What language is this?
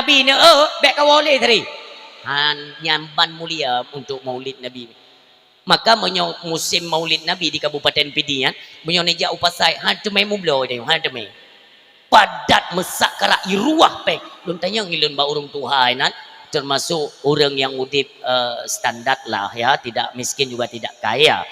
Achinese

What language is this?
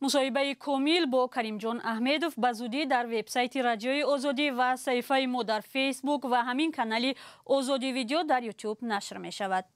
Tajik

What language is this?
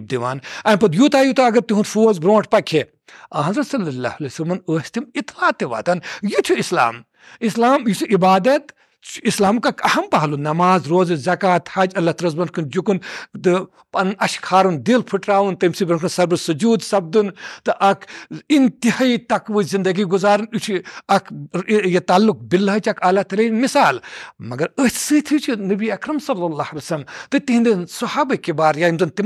Kashmiri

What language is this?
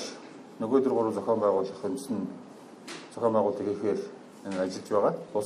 Mongolian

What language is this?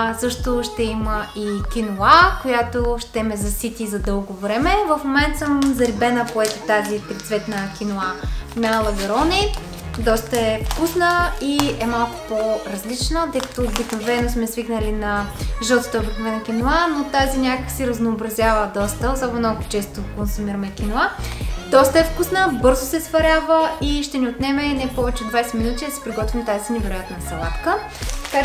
Bulgarian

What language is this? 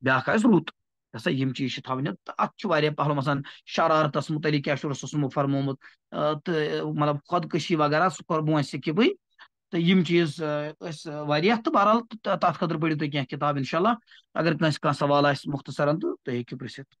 Kashmiri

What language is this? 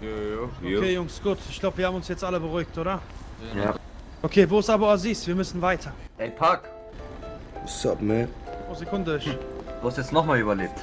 Swiss German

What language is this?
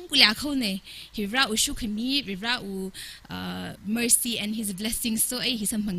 Tangkhul Naga (India)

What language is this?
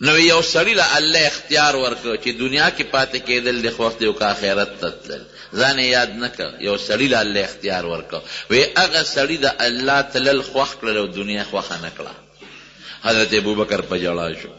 Pashto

